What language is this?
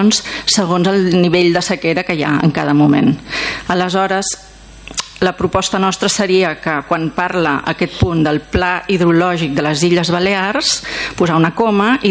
Catalan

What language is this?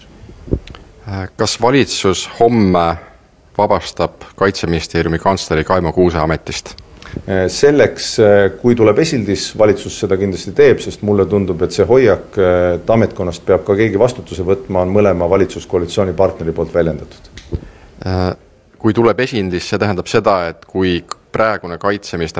Estonian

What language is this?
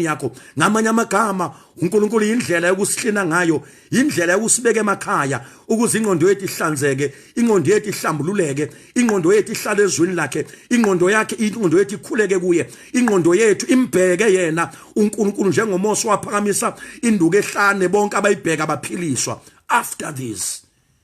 Zulu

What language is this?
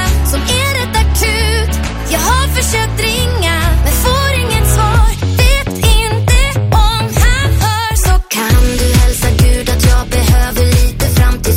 Swedish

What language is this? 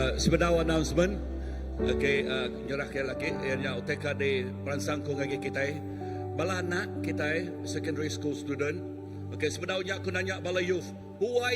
Iban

